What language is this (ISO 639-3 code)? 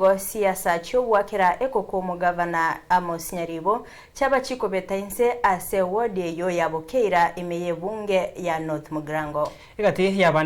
guz